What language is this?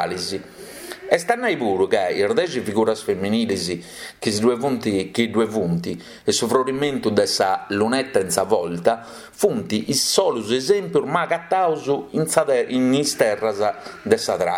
Sardinian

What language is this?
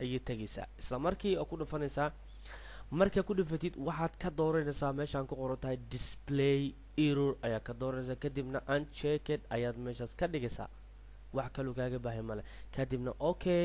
Somali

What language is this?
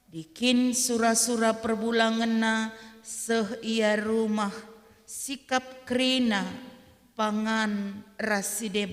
Batak Karo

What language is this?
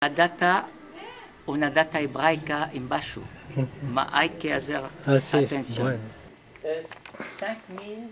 Ladino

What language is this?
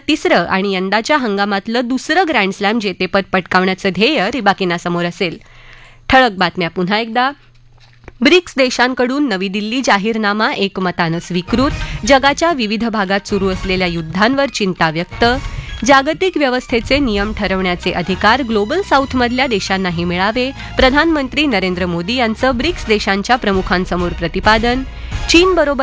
Marathi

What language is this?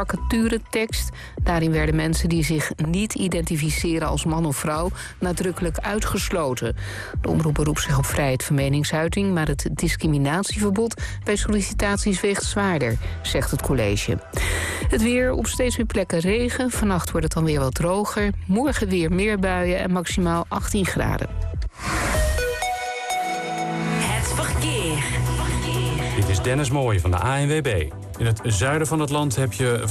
Dutch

